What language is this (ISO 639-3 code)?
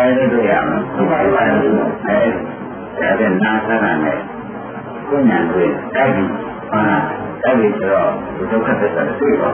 mya